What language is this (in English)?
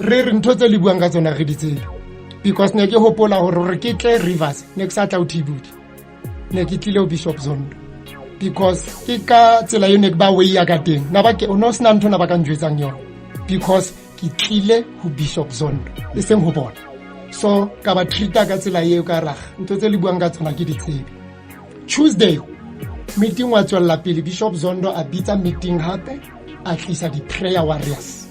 Southern Sotho